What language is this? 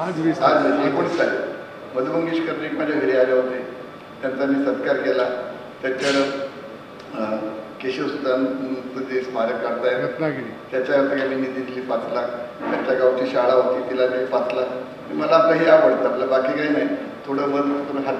Marathi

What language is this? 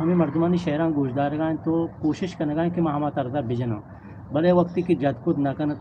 Eastern Balochi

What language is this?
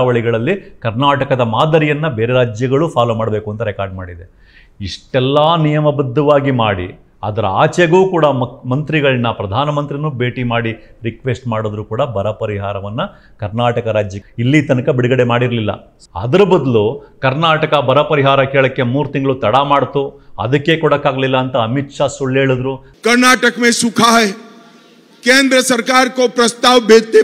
Kannada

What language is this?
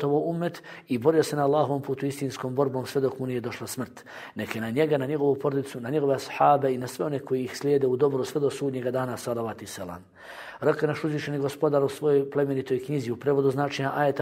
Bosnian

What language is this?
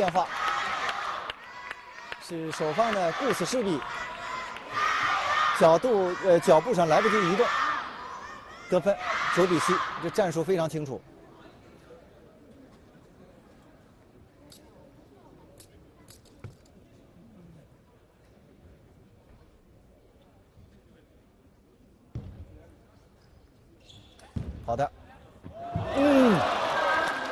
Chinese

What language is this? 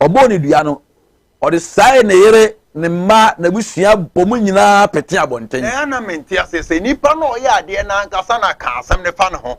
Akan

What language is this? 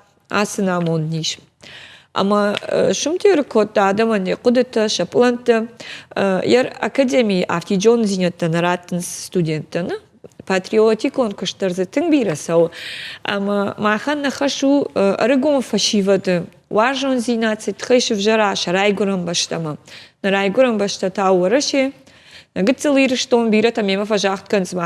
Ossetic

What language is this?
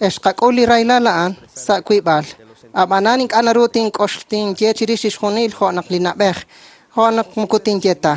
Kekchí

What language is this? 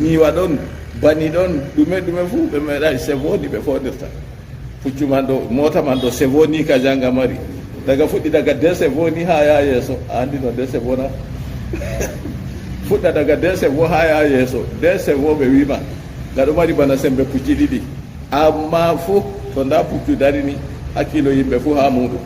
Fula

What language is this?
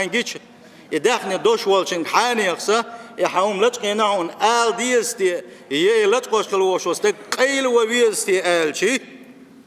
Chechen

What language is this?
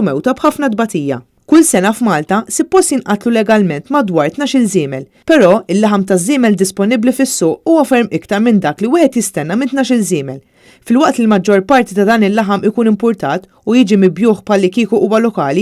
Maltese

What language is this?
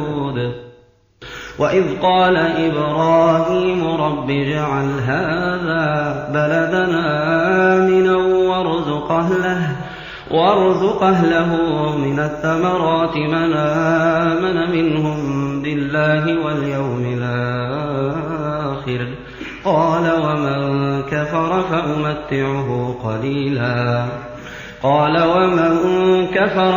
Arabic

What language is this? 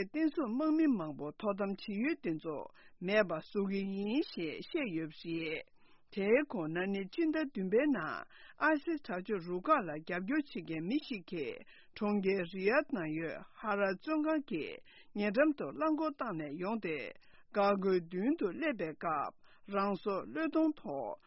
Tibetan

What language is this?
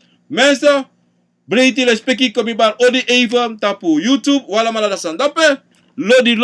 Sranan Tongo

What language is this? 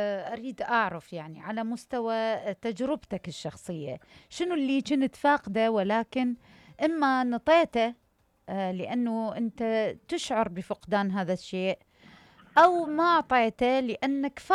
Mesopotamian Arabic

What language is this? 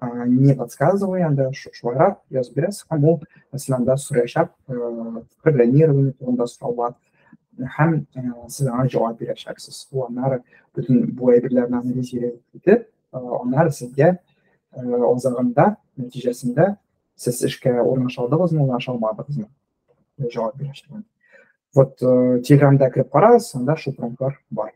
Tatar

